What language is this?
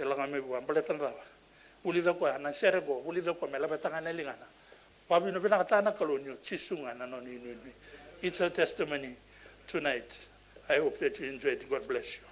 Fijian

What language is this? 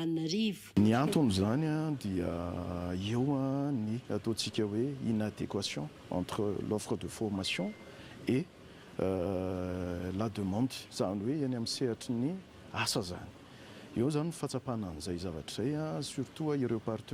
Malagasy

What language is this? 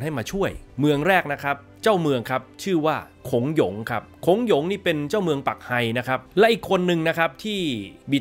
Thai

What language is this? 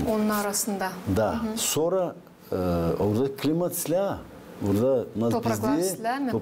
Gagauz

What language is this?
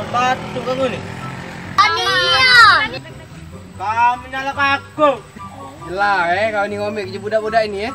Musi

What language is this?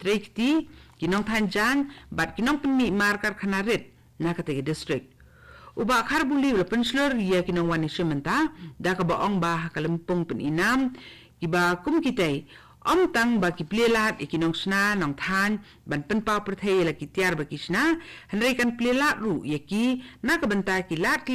Khasi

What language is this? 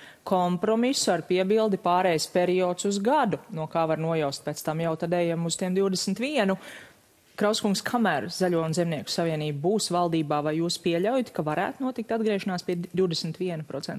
Latvian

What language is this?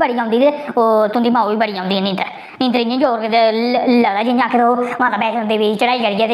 Dogri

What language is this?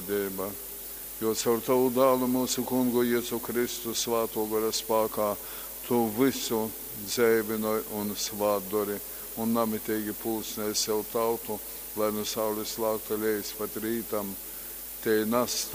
Latgalian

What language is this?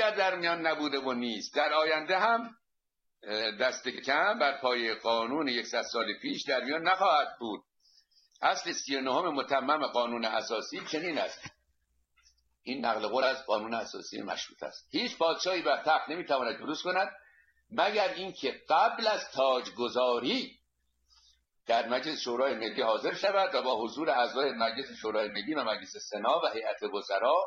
Persian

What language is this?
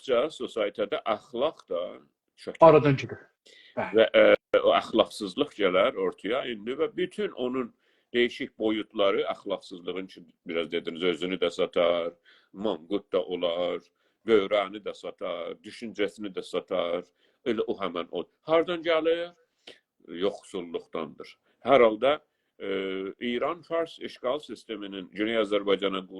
South Azerbaijani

